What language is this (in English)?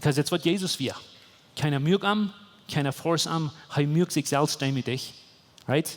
Plautdietsch